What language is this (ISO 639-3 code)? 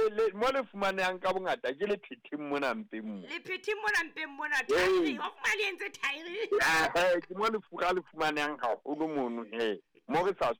sot